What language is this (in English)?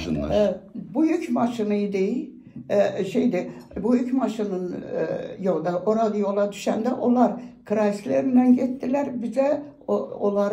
South Azerbaijani